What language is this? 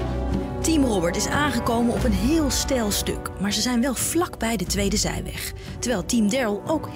Dutch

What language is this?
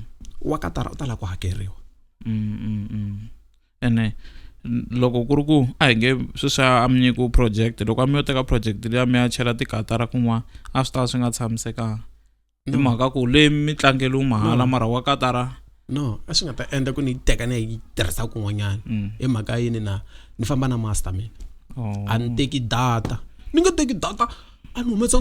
Tsonga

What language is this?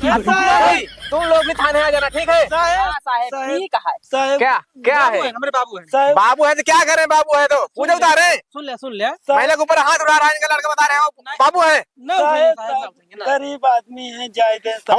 Awadhi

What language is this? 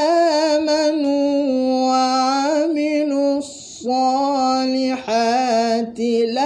Malay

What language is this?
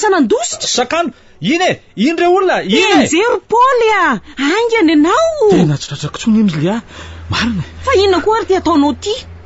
Malagasy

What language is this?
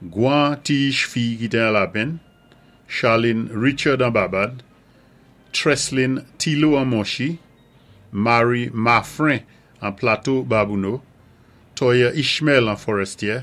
Saint Lucian Creole French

